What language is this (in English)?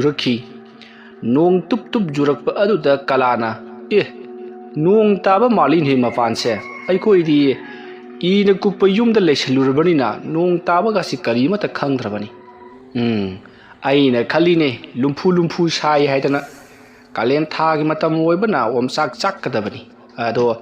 Manipuri